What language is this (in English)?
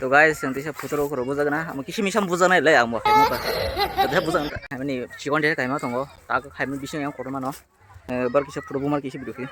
Kok Borok